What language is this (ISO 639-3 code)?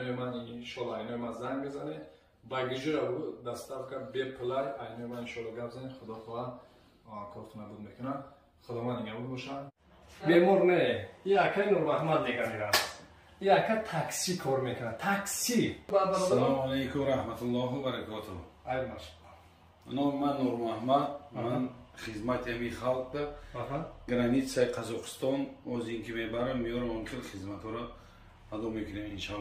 tgk